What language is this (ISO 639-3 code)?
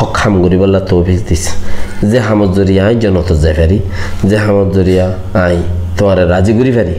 rhg